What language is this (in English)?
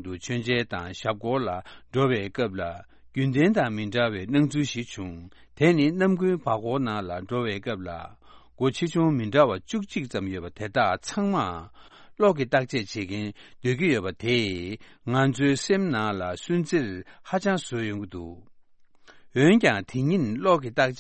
Tibetan